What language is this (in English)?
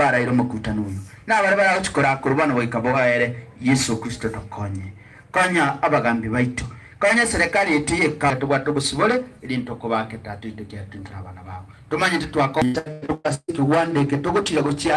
Gusii